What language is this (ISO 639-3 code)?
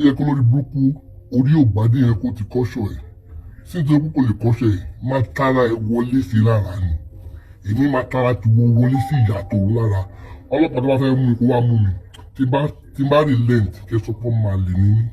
yor